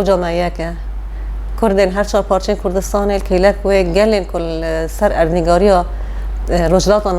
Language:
Kurdish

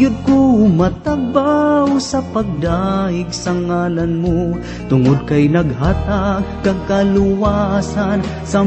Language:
Cebuano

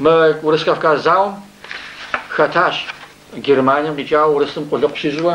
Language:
Kabardian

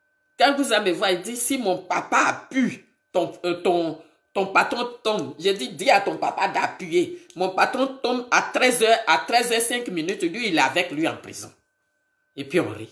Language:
French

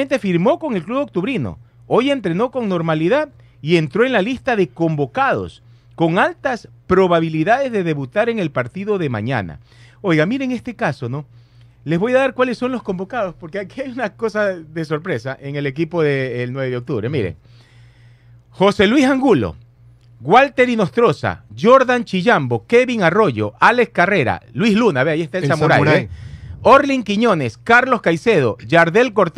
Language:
Spanish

